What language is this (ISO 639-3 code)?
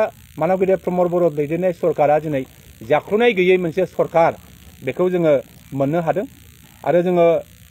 brx